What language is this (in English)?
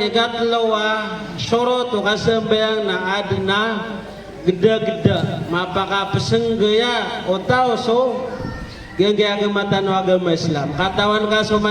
Maranao